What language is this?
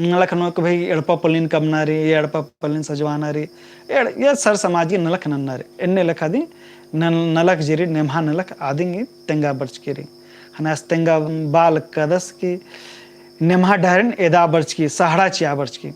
Kurukh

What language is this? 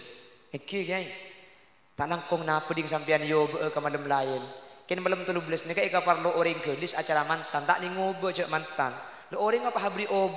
Madurese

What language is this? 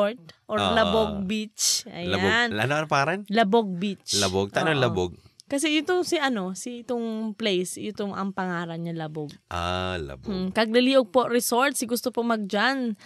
Bikol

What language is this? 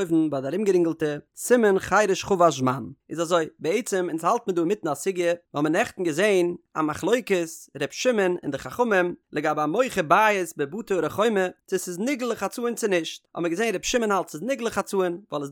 Yiddish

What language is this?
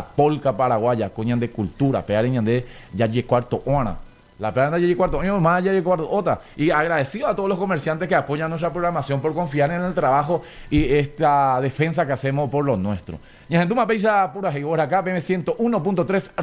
Guarani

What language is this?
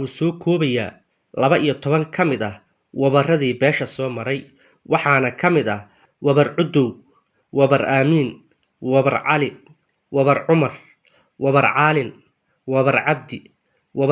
Somali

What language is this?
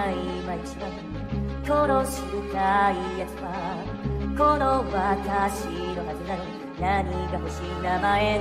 Japanese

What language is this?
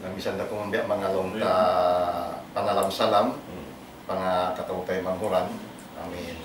Tausug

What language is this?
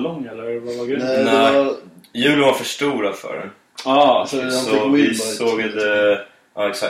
Swedish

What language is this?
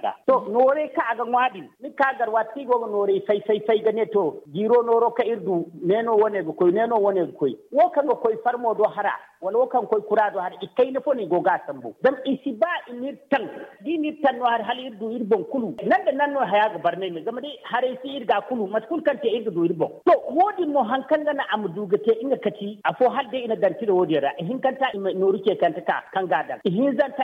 Zarma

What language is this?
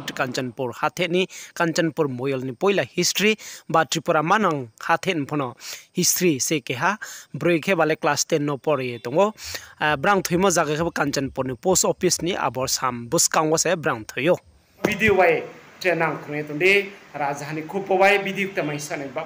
Riang (India)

